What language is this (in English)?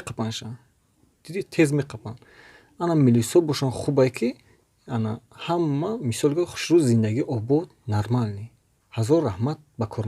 Tajik